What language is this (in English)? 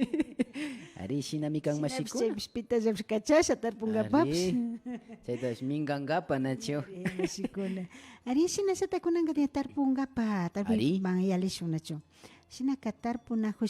Imbabura Highland Quichua